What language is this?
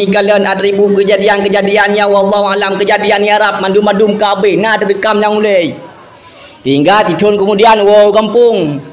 Achinese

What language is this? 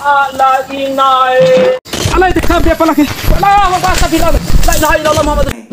Bima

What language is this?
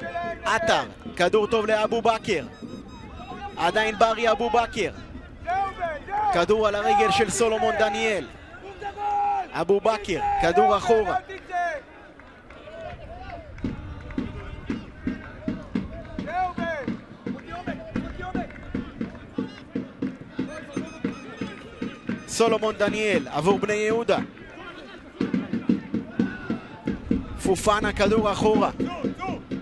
Hebrew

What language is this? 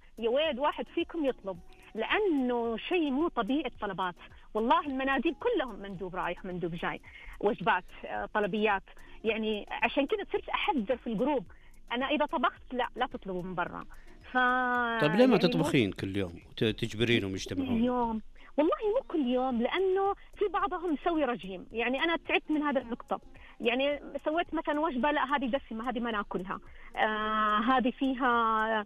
Najdi Arabic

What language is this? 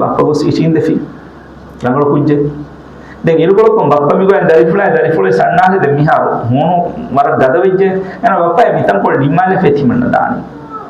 Divehi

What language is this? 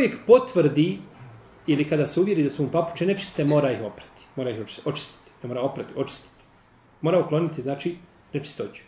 Bosnian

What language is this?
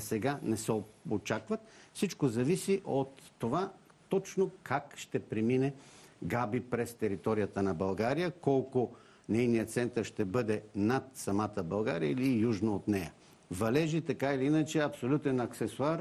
Bulgarian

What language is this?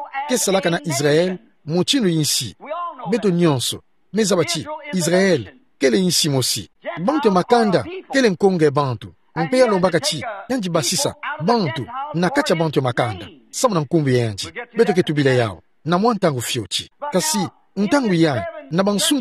Kituba (Democratic Republic of Congo)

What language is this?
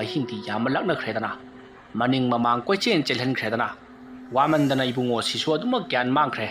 Manipuri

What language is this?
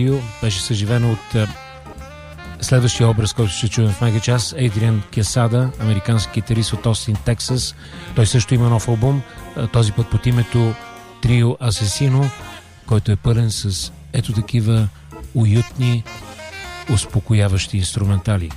Bulgarian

